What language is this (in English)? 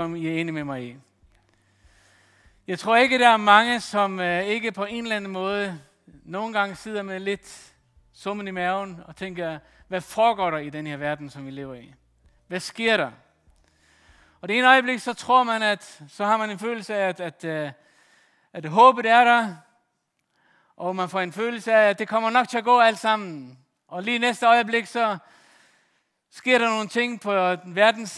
Danish